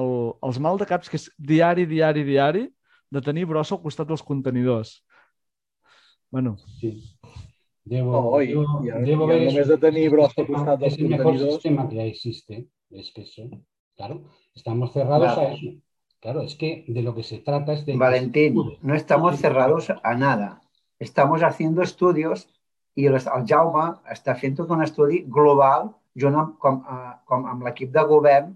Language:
Catalan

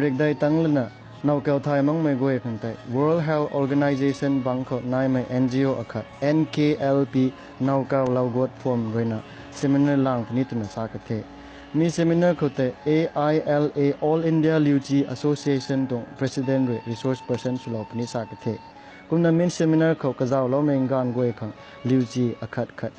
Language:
Rongmei Naga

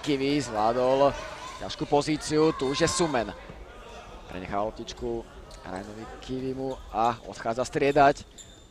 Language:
Slovak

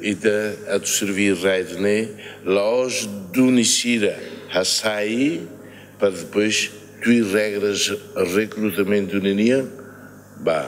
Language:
Tetum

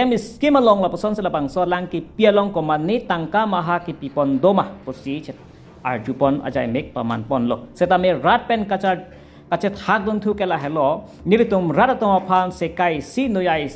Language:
Karbi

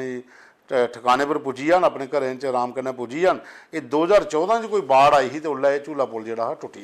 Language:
Dogri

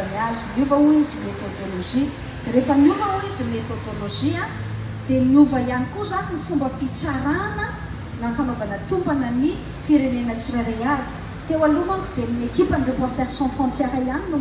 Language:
Malagasy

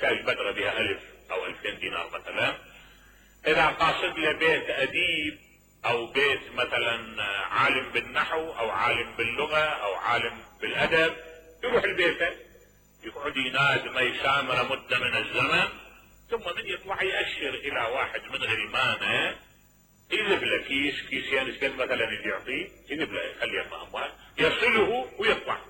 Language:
Mesopotamian Arabic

